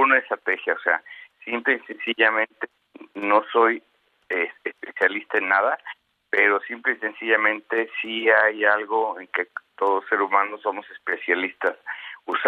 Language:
Spanish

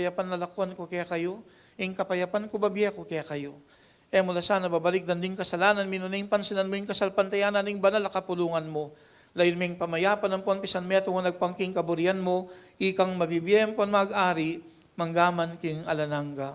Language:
Pampanga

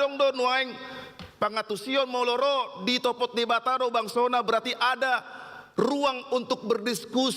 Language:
Batak Toba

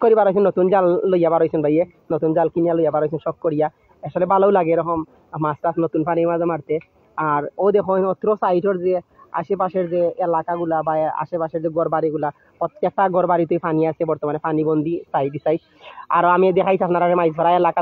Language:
Sylheti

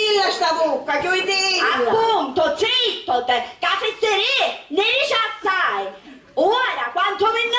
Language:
Sicilian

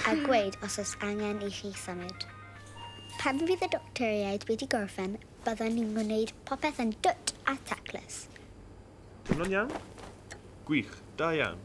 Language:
Welsh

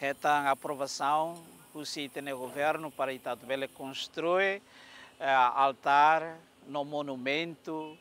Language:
Tetum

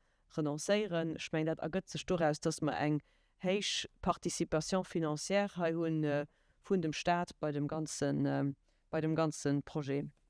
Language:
Luxembourgish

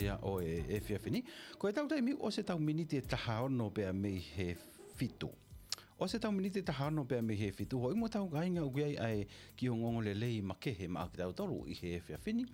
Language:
Tongan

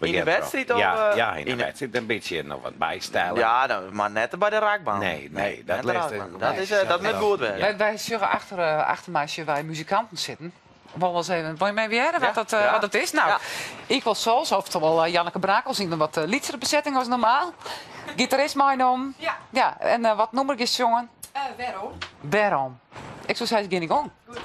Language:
Western Frisian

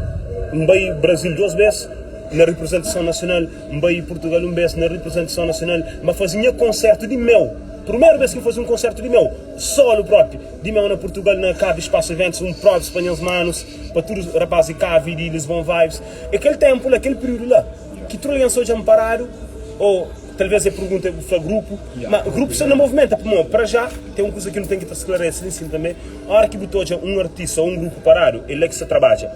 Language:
Kabuverdianu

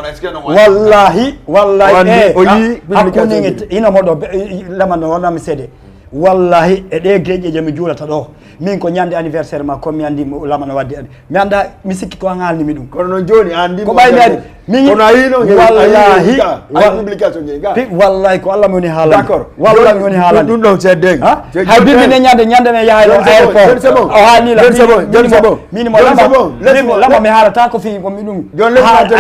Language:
Fula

